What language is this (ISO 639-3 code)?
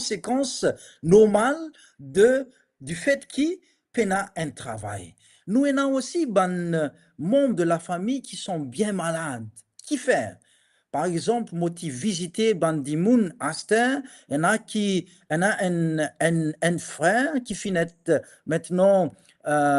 mfe